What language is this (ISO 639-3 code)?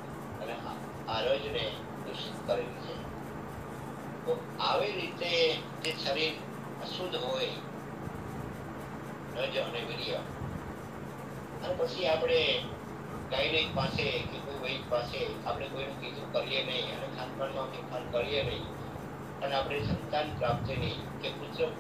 guj